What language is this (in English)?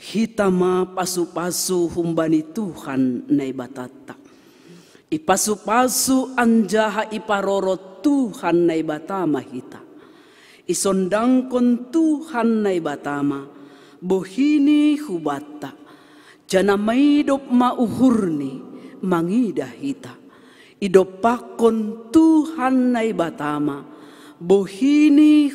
Batak Simalungun